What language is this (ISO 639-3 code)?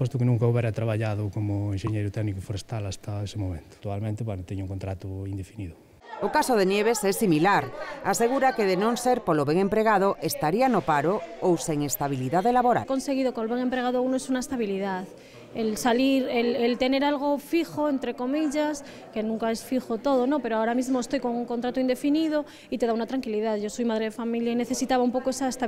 glg